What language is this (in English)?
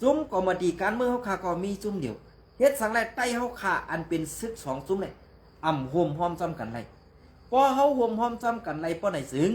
Shan